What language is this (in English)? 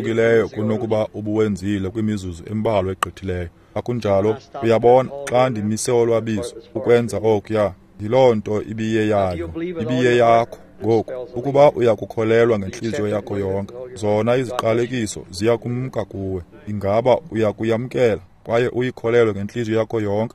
Xhosa